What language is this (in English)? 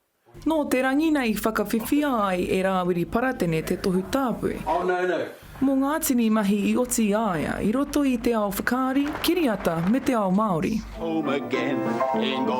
Māori